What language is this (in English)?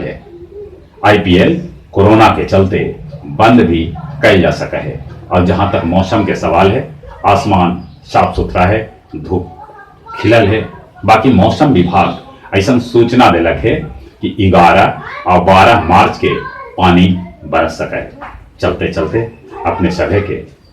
Magahi